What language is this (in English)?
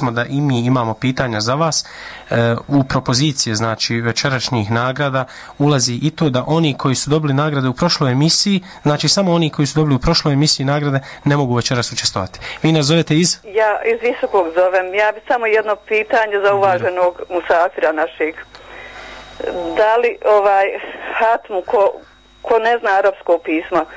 Bosnian